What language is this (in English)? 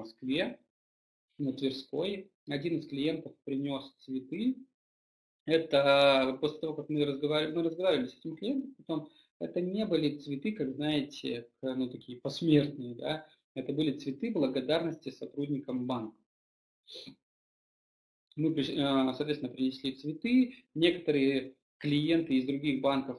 Russian